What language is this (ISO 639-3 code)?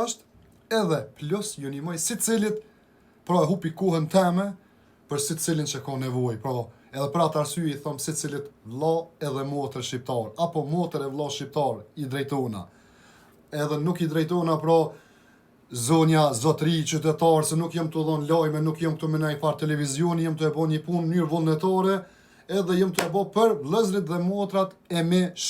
sqi